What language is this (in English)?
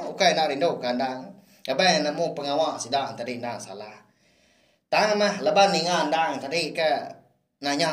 Iban